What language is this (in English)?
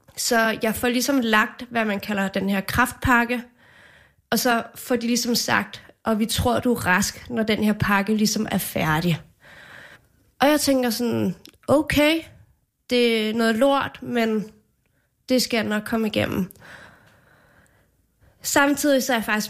Danish